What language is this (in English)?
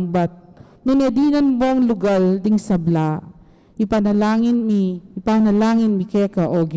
Pampanga